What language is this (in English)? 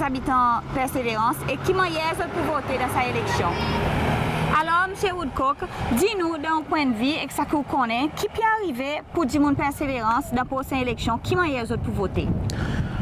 Seselwa Creole French